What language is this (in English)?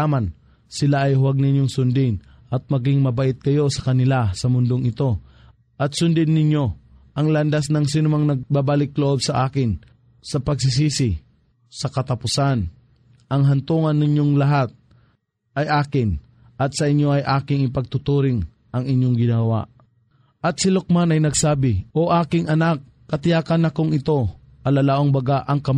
Filipino